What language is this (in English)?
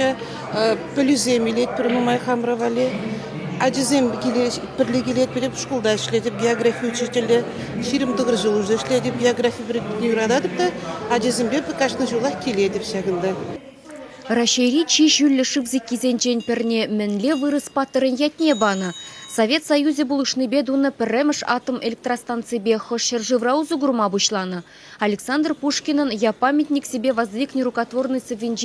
Chuvash